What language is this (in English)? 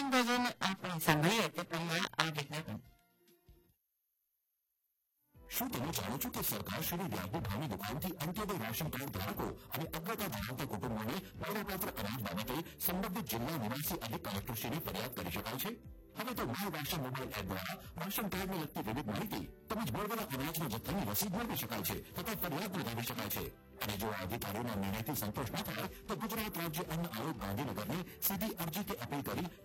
Gujarati